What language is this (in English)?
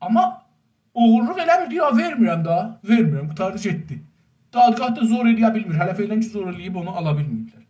South Azerbaijani